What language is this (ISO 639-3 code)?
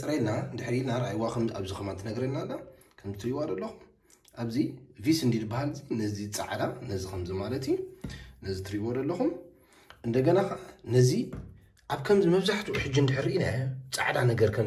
tir